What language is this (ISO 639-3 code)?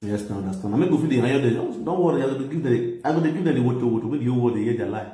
pcm